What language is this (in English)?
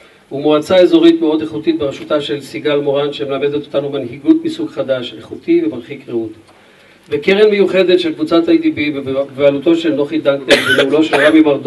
Hebrew